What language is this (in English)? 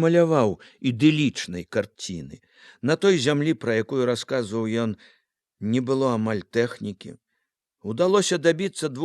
Belarusian